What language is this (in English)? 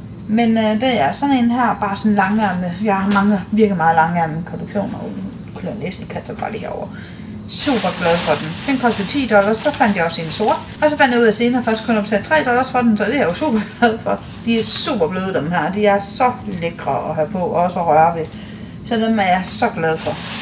Danish